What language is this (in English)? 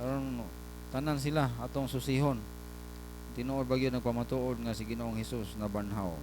Cebuano